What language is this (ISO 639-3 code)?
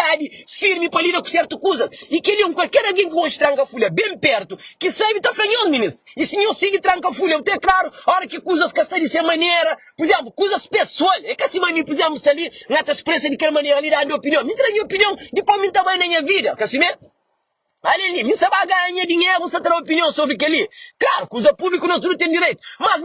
kea